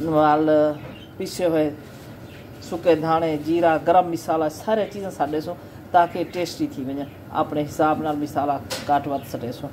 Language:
Saraiki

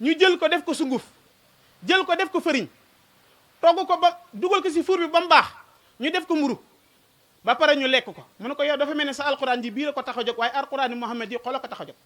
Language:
Wolof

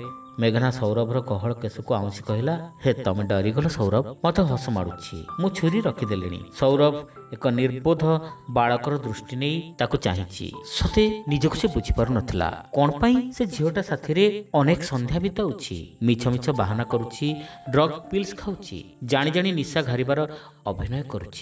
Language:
Odia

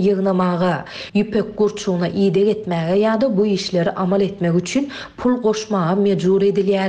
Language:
Turkmen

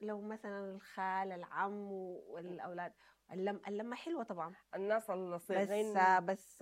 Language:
Sudanese Arabic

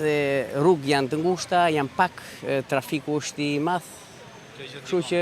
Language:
Albanian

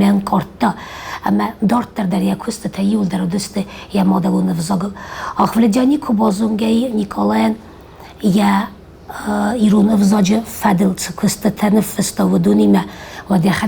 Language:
Ossetic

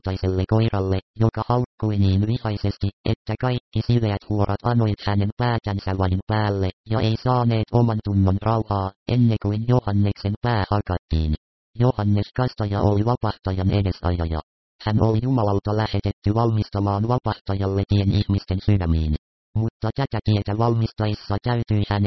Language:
Finnish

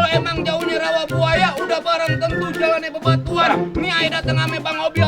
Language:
Betawi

